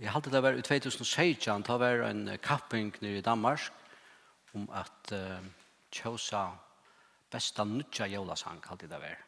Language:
Faroese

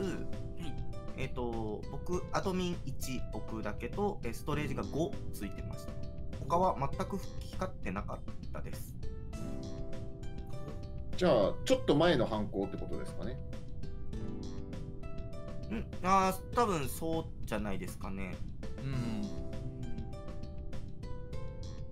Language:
Japanese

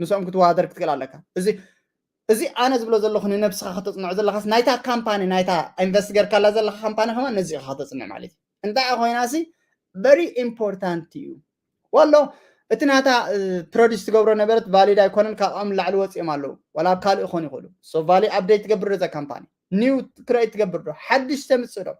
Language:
Tigrinya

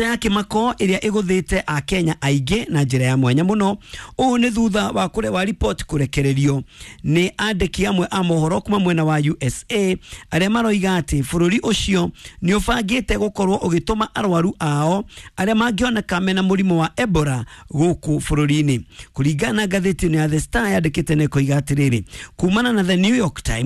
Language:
Kikuyu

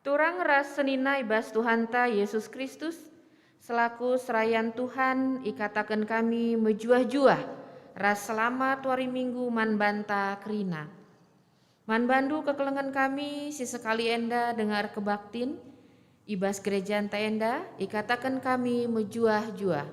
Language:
Batak Karo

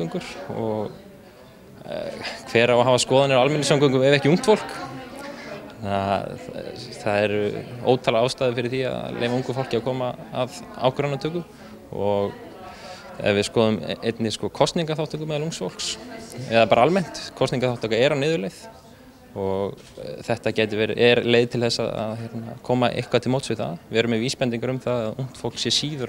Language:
Icelandic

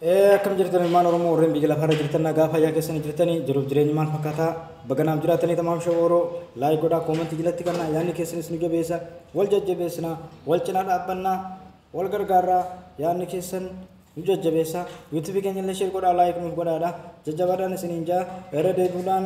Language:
Oromo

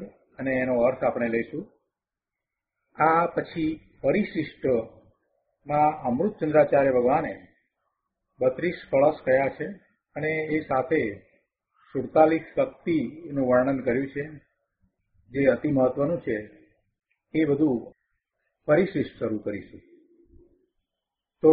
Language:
Gujarati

